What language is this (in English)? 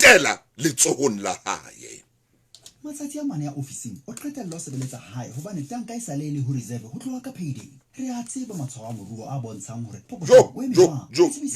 Southern Sotho